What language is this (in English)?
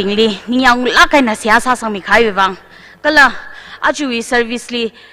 Tangkhul Naga (India)